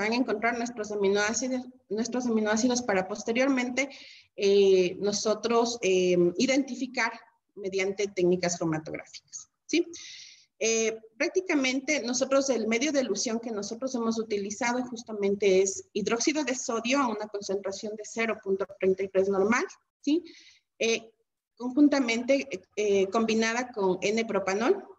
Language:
Spanish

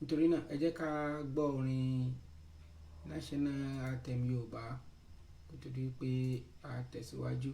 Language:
Yoruba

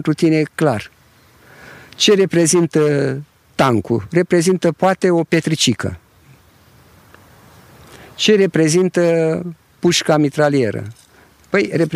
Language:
Romanian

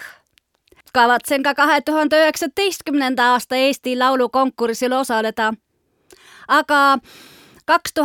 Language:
Estonian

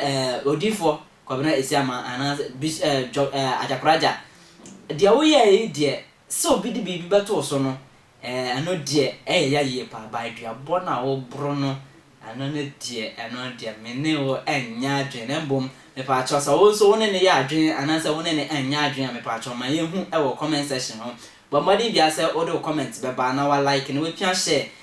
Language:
Akan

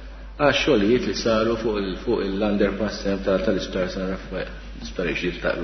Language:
Maltese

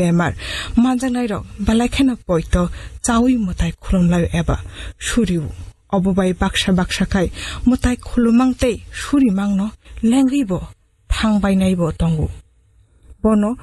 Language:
Kok Borok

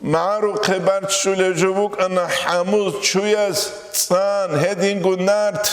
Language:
Avaric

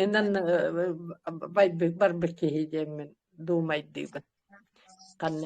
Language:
Yakut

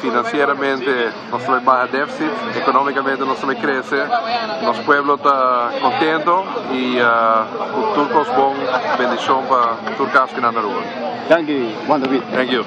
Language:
Papiamento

